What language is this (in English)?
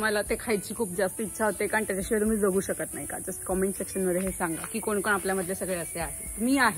Marathi